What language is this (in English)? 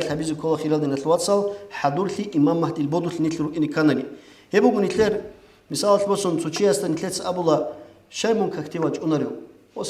Avaric